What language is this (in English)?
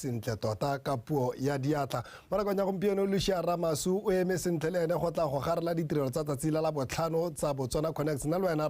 Tswana